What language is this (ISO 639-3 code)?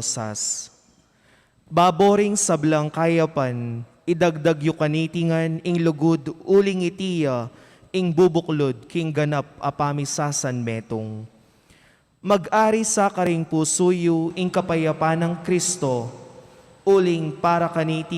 pam